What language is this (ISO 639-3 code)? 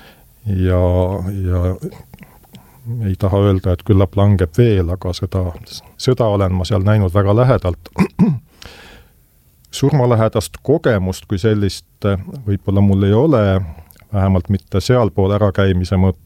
est